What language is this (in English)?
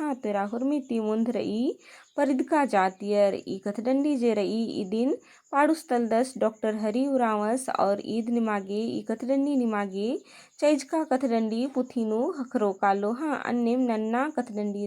Kurukh